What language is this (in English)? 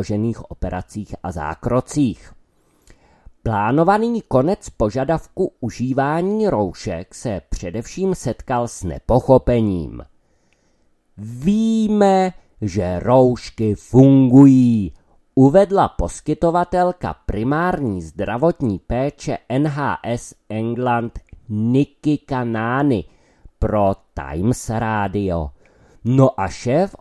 Czech